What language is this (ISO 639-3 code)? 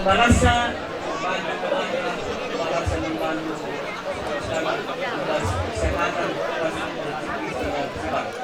btx